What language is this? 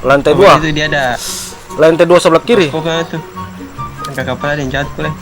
Ambonese Malay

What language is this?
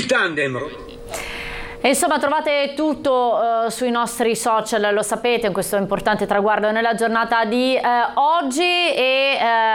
Italian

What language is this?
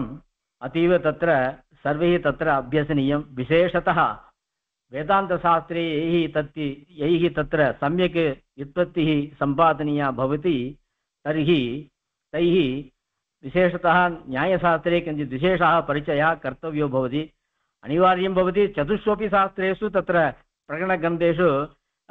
Sanskrit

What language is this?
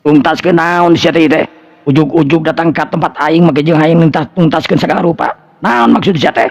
Sundanese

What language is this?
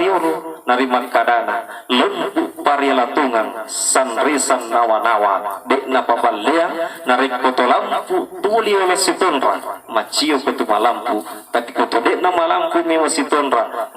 Buginese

